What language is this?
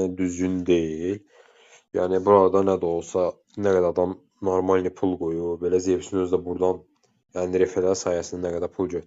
Azerbaijani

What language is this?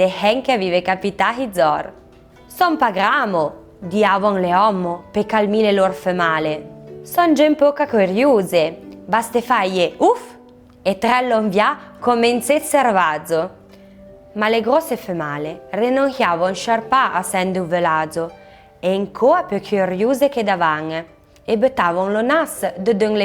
Arpitan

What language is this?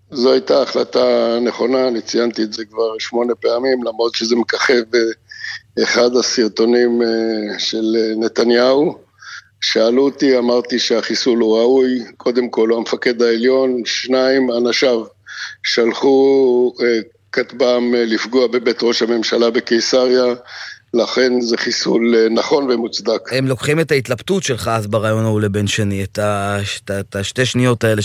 Hebrew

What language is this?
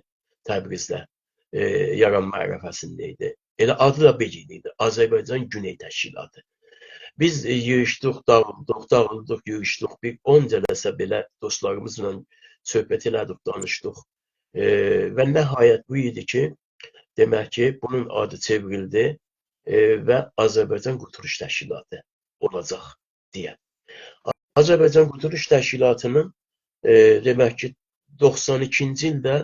South Azerbaijani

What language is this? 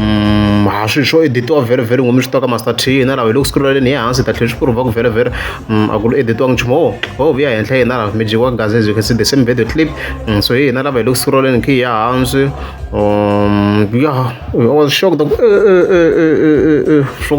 Tsonga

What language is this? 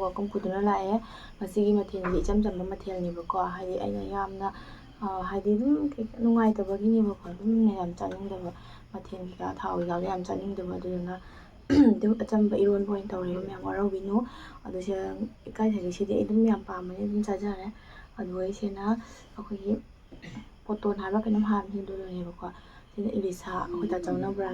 Manipuri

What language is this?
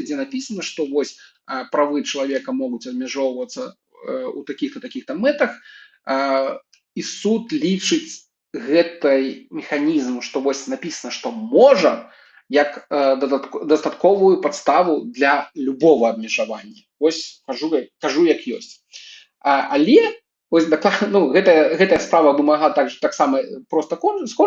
Belarusian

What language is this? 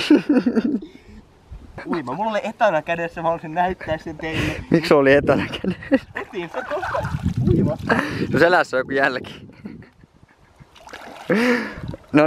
Finnish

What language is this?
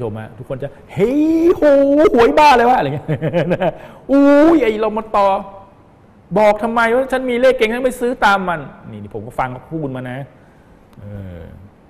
Thai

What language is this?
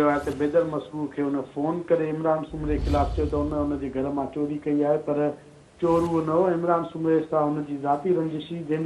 Sindhi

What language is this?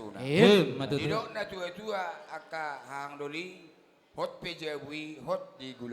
Batak Toba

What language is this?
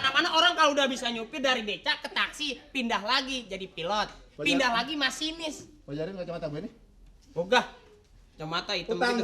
Betawi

